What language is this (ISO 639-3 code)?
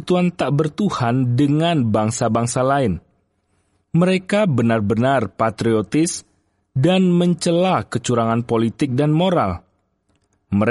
ind